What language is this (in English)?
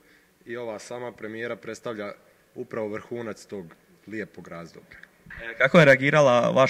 Croatian